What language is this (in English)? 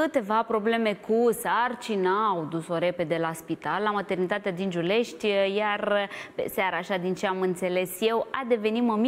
Romanian